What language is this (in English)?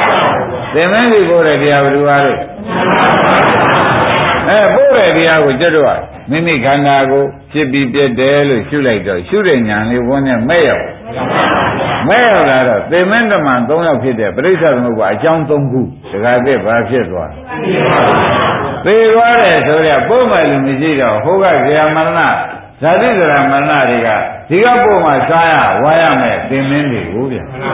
Burmese